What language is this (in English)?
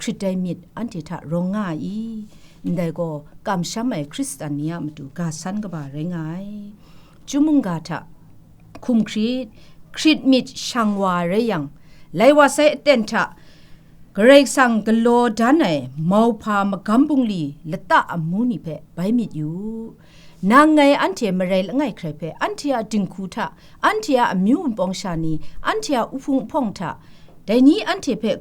Kachin